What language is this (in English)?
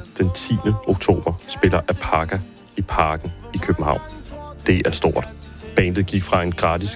Danish